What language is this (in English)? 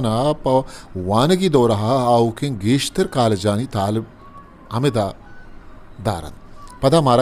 Eastern Balochi